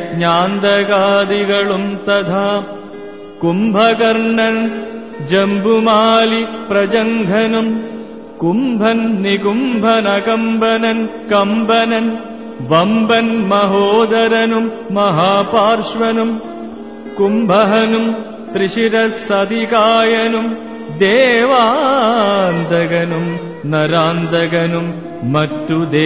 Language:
Malayalam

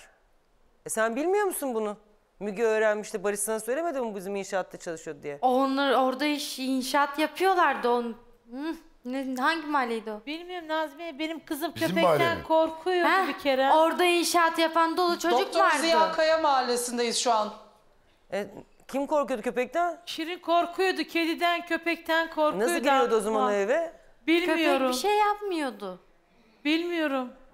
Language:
Turkish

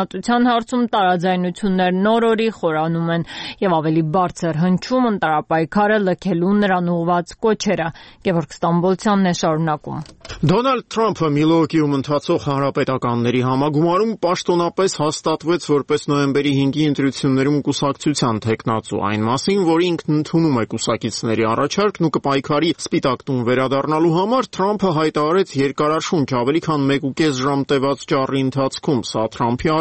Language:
Armenian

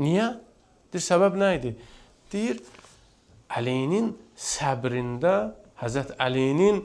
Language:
Azerbaijani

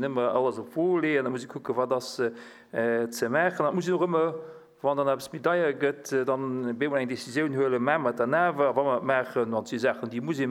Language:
Luxembourgish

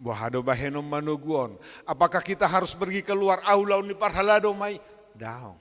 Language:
Batak Toba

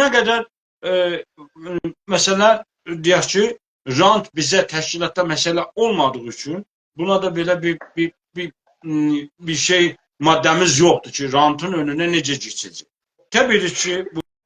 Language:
South Azerbaijani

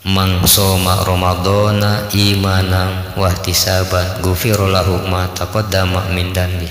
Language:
Sundanese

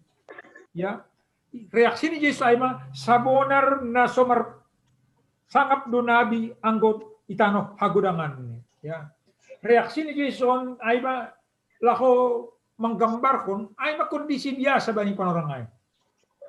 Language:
Batak Simalungun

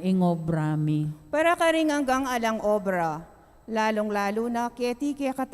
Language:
Pampanga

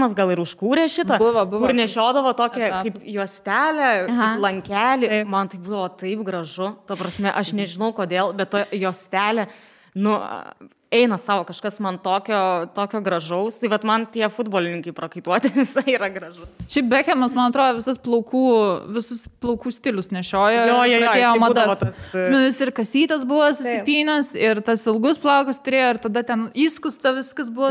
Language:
Lithuanian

